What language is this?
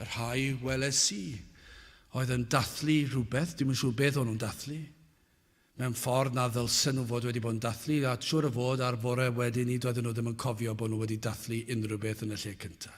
Welsh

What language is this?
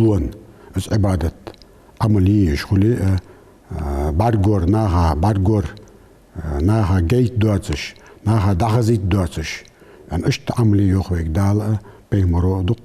Ingush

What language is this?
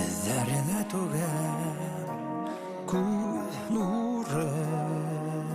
Bashkir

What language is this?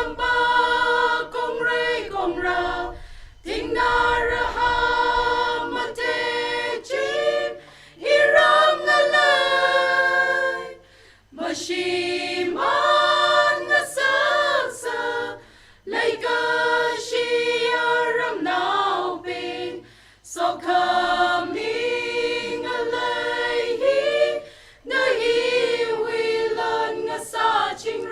Tangkhul Naga (India)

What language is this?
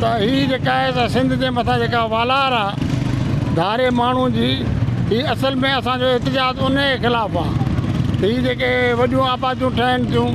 Sindhi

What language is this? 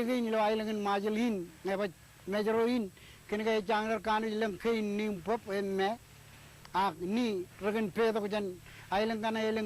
Marshallese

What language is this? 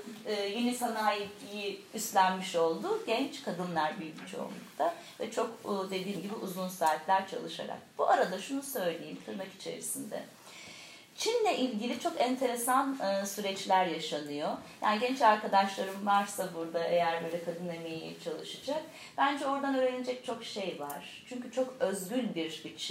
Turkish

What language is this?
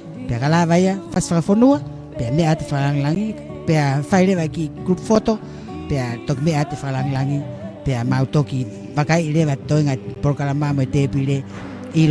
Tongan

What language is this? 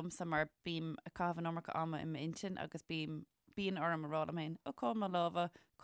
Irish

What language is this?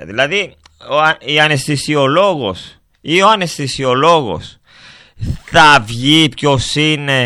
Greek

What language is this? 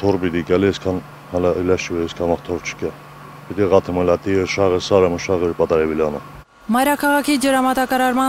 Armenian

